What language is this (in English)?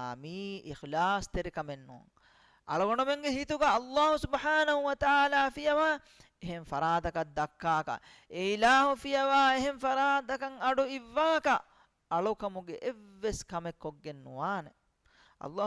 Divehi